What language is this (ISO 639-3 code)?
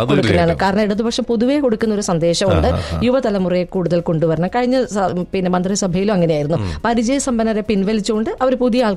mal